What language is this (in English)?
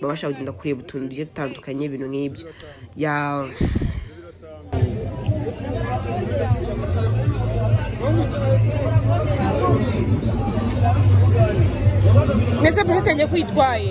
Kinyarwanda